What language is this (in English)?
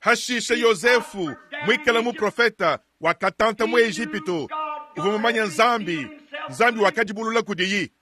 Luba-Lulua